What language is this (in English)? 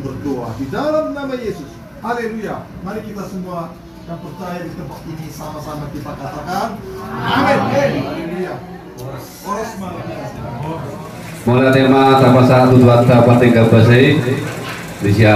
Batak Toba